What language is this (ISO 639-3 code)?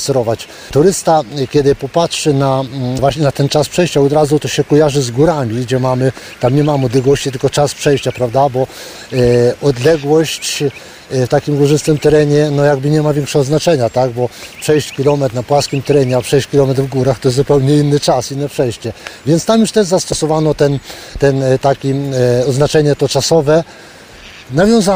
pol